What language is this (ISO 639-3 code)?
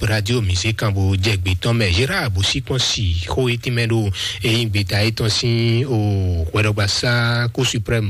fon